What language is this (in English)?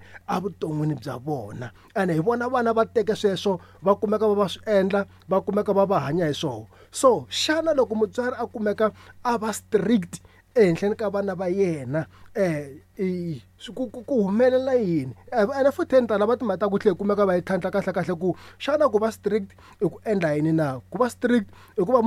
Tsonga